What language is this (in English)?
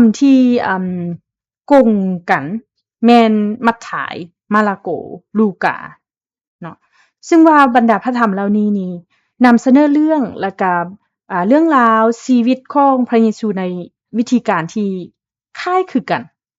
Lao